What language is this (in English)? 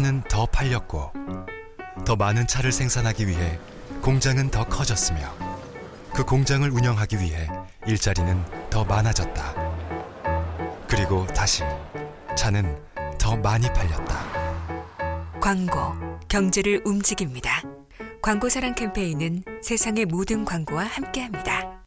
Korean